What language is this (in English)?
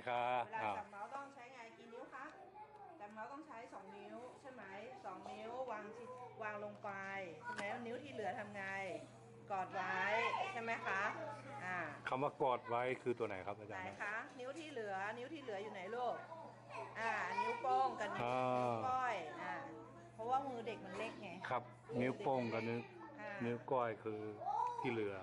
Thai